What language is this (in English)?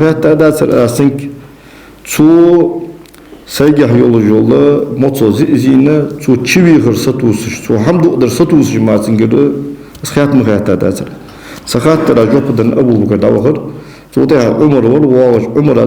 Ingush